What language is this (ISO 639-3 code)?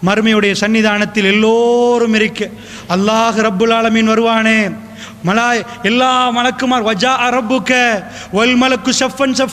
tam